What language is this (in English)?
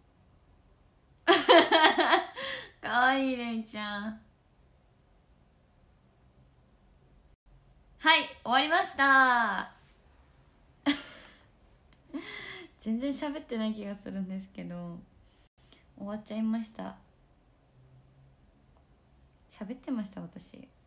Japanese